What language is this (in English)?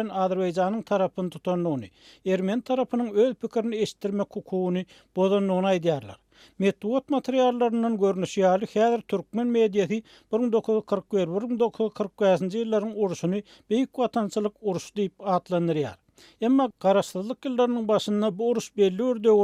Turkmen